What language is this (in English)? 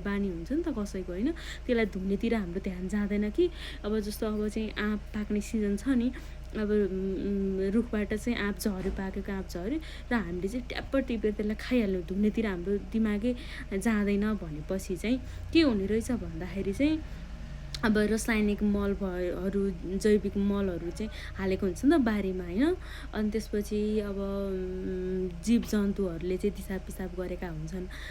Nepali